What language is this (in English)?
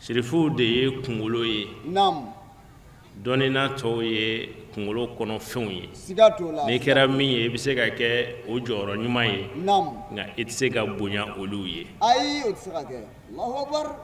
Bambara